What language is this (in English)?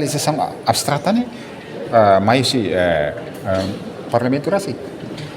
Tetum